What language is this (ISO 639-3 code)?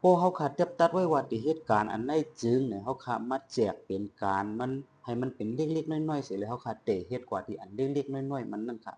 shn